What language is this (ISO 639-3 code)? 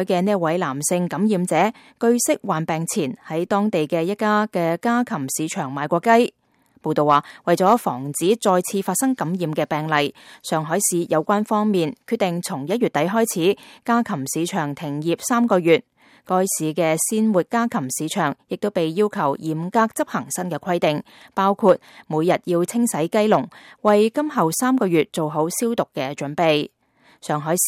yue